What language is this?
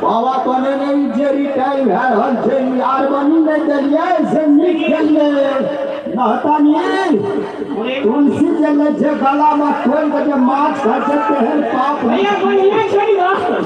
Maithili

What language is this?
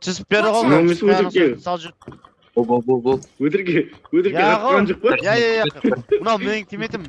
Kara-Kalpak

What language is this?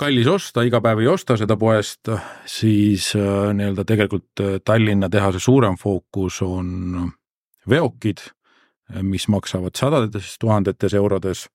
Estonian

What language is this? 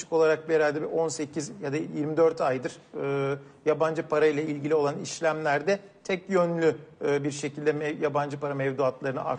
Turkish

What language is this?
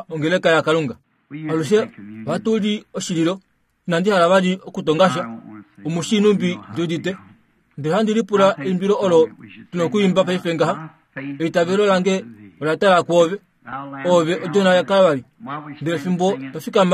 Kuanyama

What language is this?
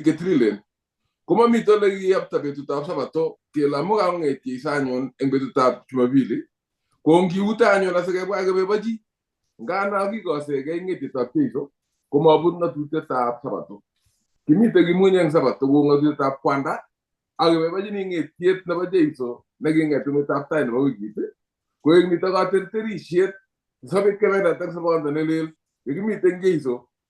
Kalenjin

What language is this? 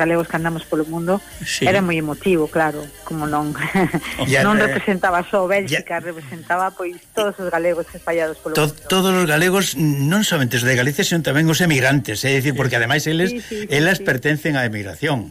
Galician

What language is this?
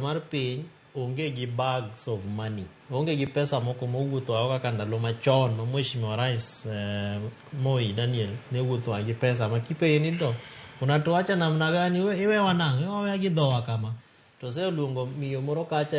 Luo (Kenya and Tanzania)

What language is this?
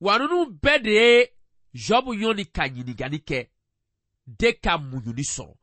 Bambara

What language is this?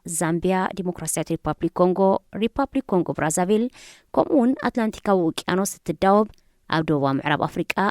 Tigrinya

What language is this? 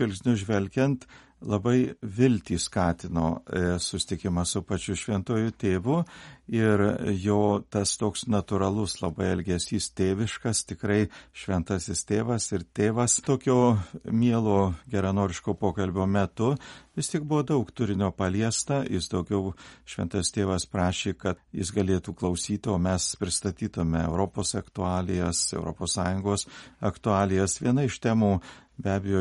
Lithuanian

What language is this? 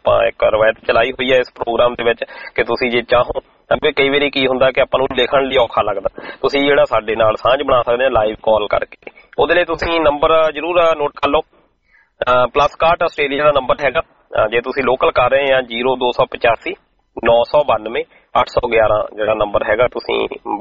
Punjabi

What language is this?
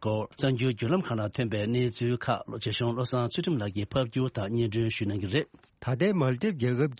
Tibetan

